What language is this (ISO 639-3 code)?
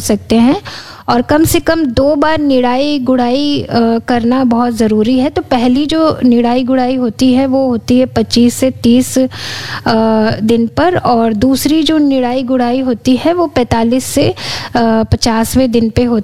hin